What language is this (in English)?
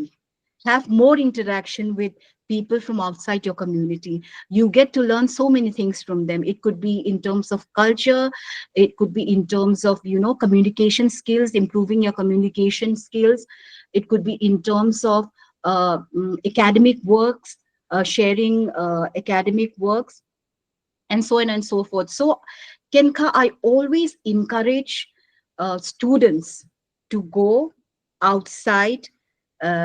Paite Chin